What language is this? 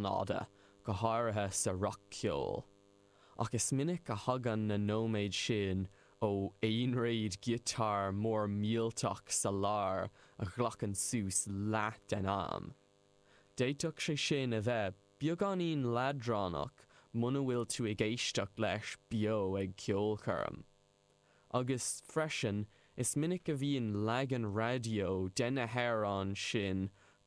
Irish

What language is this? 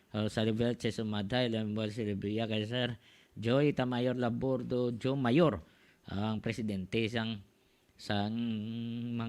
Hiligaynon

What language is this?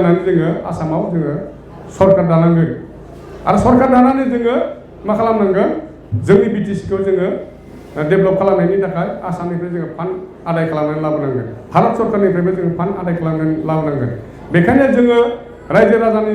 Bodo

